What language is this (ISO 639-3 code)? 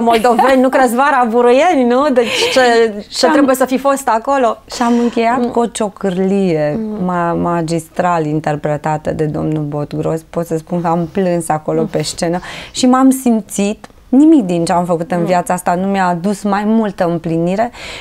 ron